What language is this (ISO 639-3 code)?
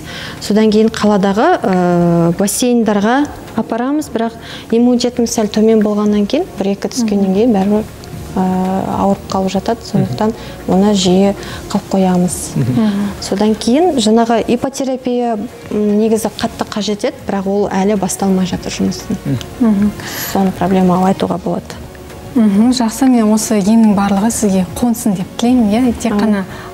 kaz